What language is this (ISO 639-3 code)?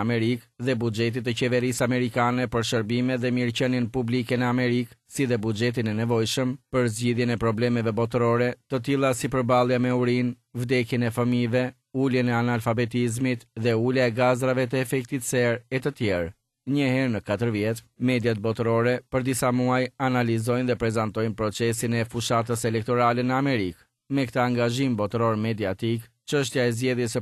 sqi